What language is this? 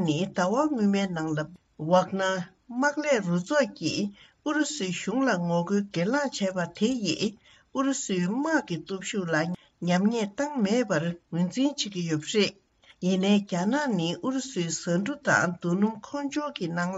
Tibetan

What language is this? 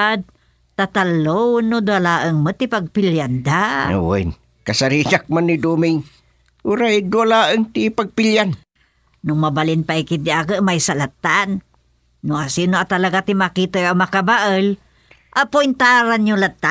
Iloko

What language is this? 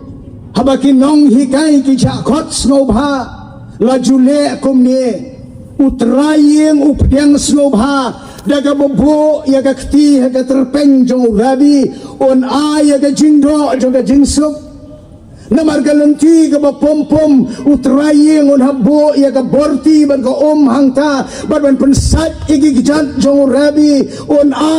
Khasi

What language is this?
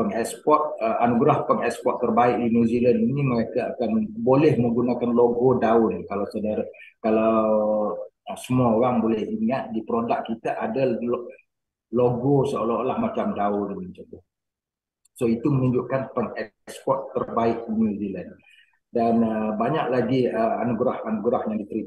Malay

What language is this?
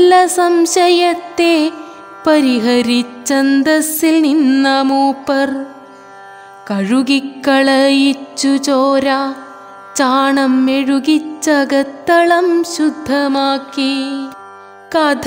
Malayalam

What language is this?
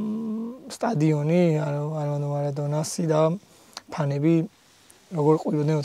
Georgian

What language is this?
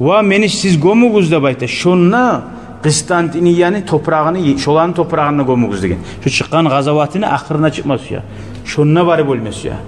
Kumyk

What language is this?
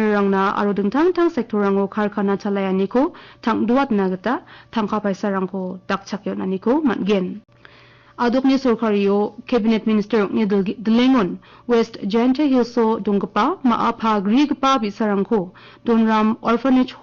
Garo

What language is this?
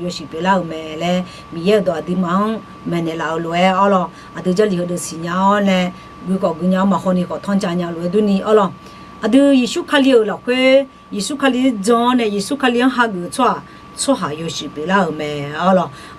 Akha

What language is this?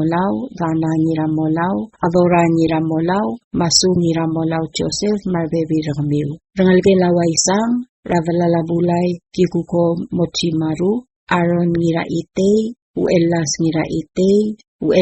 Palauan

